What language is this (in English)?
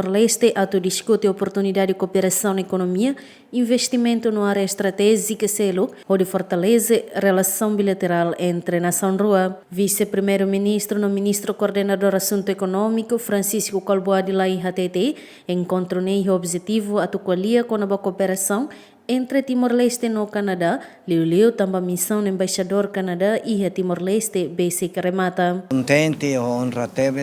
Tetum